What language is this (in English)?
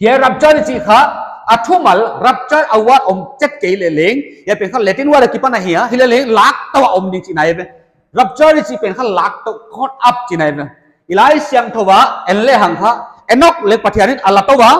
Paite Chin